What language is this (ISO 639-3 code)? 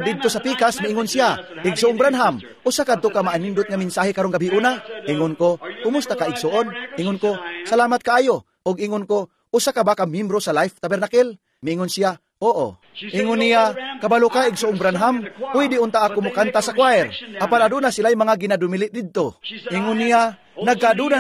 ceb